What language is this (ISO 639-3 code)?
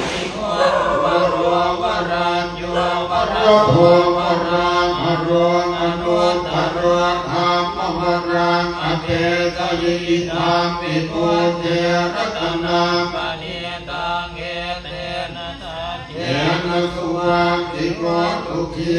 pli